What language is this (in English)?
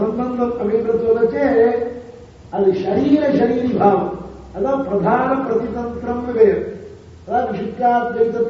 Tamil